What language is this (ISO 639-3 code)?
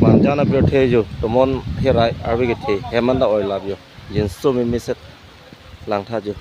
mjw